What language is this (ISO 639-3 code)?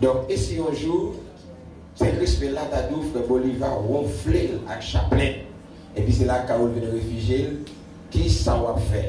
hat